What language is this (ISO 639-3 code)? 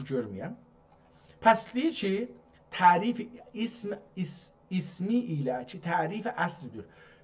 azb